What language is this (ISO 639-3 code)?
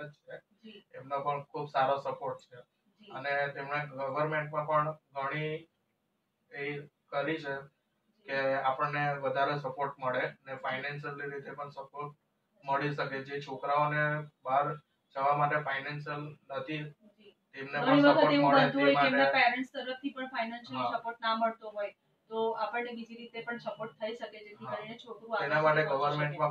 guj